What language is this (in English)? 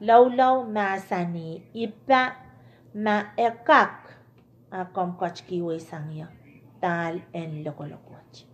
Pohnpeian